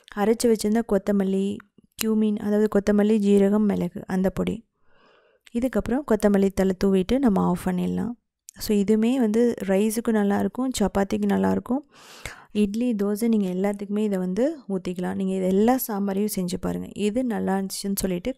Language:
Tamil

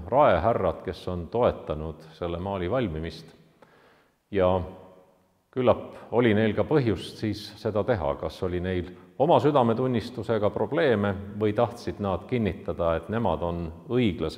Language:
Estonian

